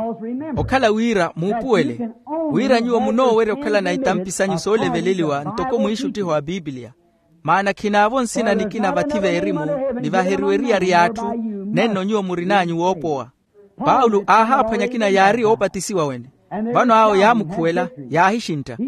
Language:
Makhuwa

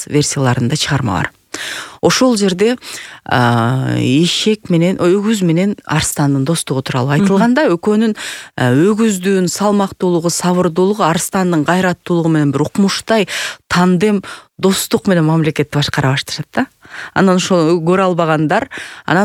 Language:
Kyrgyz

